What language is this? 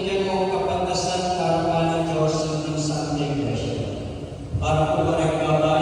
Pampanga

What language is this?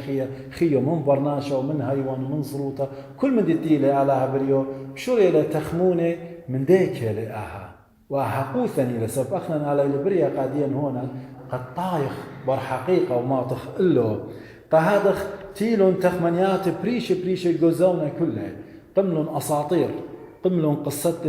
Assyrian Neo-Aramaic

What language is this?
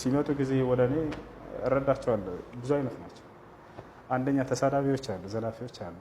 Amharic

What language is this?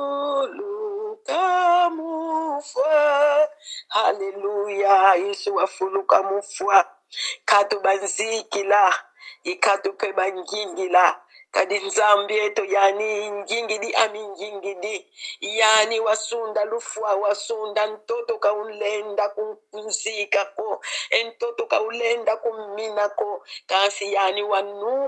Lingala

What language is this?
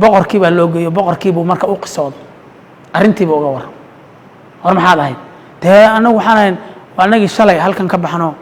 Somali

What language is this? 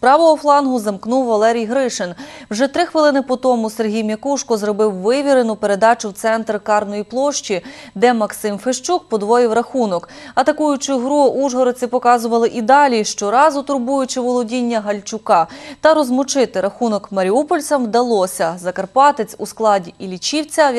Ukrainian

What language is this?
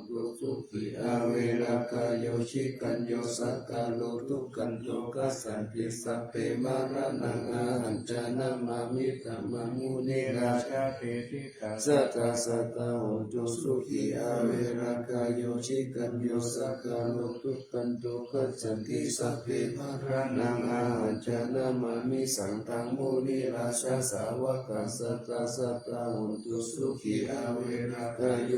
Pali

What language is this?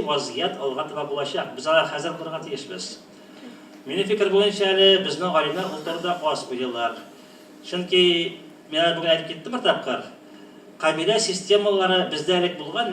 Tatar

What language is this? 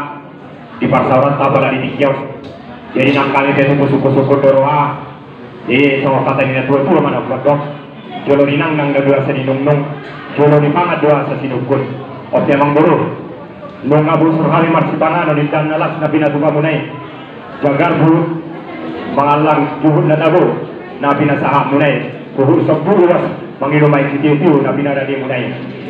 Batak Toba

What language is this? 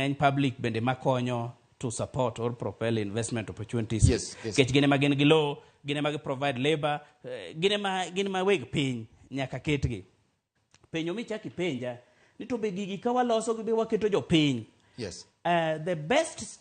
Luo (Kenya and Tanzania)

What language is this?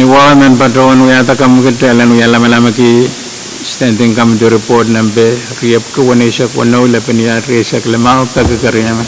Pohnpeian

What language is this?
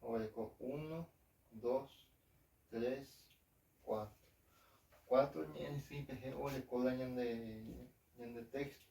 Guarani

